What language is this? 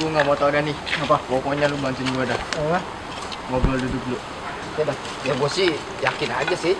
Betawi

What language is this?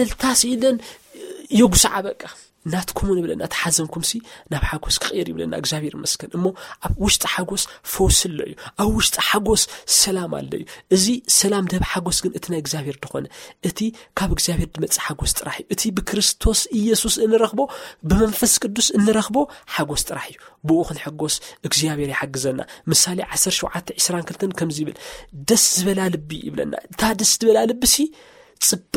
Tigrinya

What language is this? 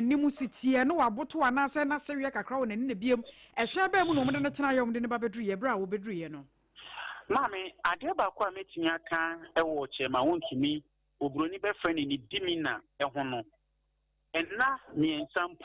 Akan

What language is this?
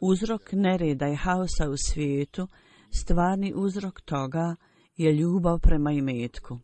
Bosnian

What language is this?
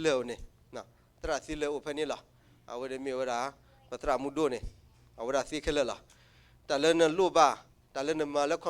S'gaw Karen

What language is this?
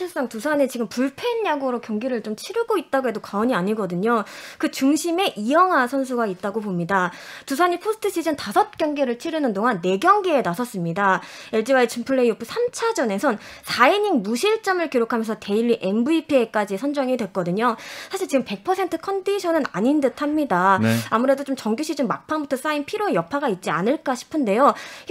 Korean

